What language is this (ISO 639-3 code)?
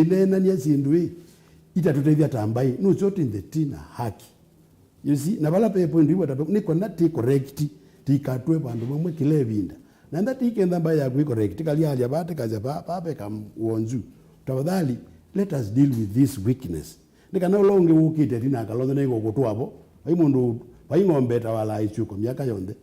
kam